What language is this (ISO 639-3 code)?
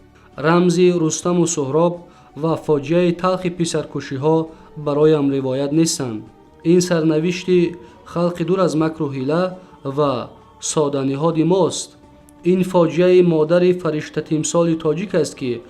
tgk